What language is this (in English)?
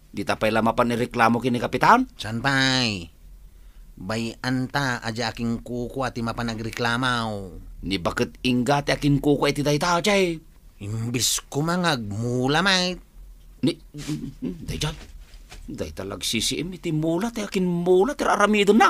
Iloko